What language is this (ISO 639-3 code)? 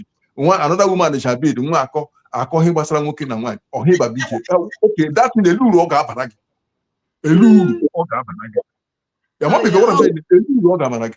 ibo